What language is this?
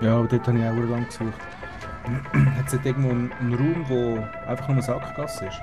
Swiss German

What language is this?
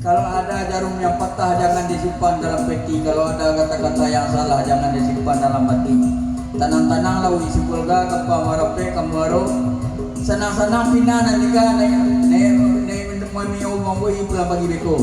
Minangkabau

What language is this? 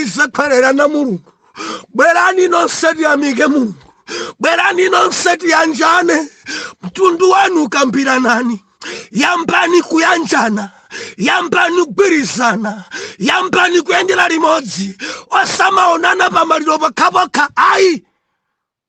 Nyanja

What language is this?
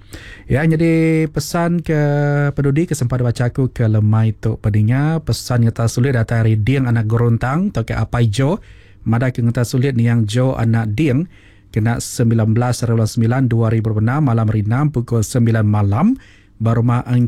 Iban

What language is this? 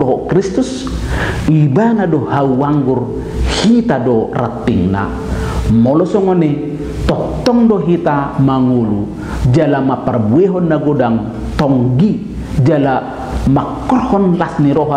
Batak Toba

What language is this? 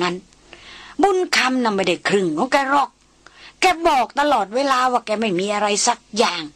Thai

